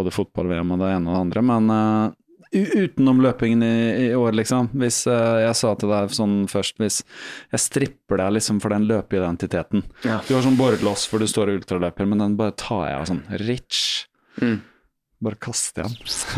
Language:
Norwegian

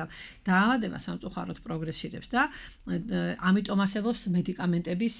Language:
Georgian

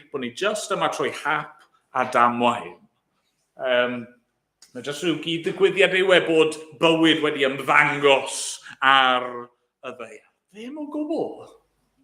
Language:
Welsh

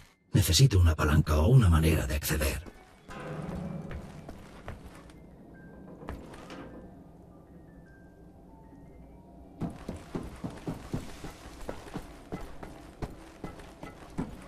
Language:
Spanish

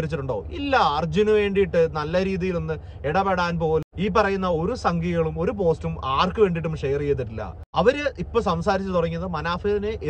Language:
Malayalam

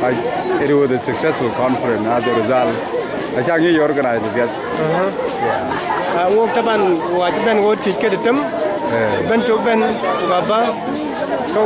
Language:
Dinka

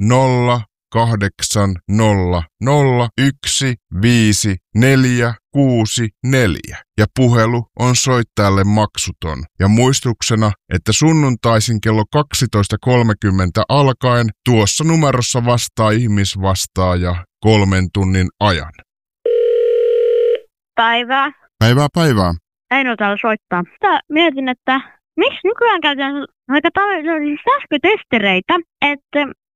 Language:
Finnish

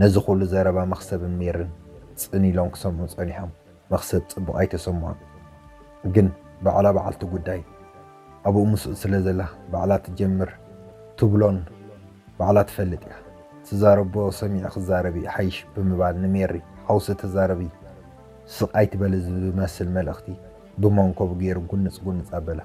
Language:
Tigrinya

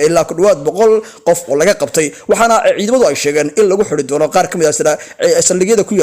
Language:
Somali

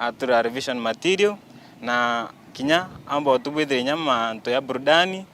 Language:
Meru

